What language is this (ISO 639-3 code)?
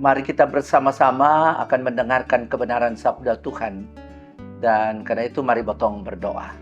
mkn